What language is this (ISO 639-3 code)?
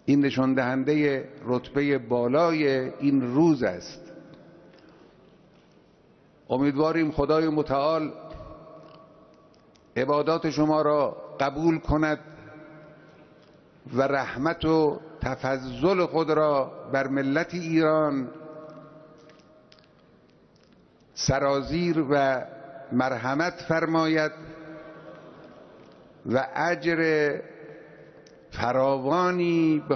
fas